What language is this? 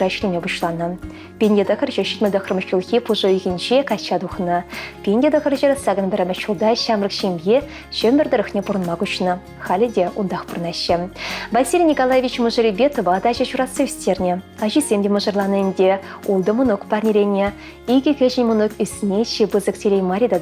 Chuvash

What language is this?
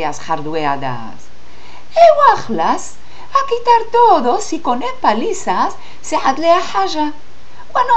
Ladino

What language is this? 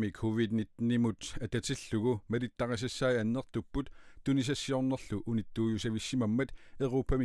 Kalaallisut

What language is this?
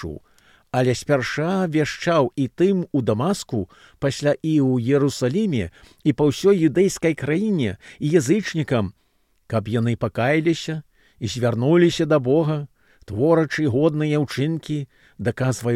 Belarusian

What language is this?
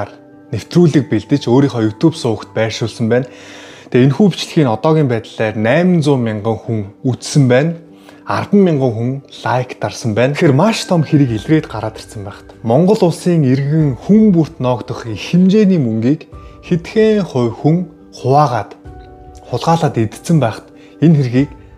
Mongolian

